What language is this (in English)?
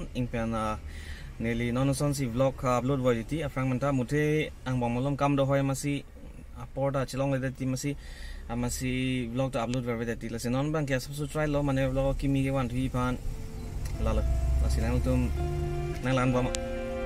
Karbi